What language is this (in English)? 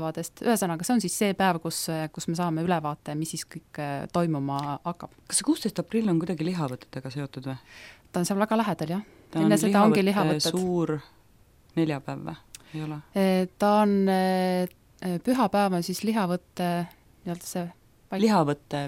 Estonian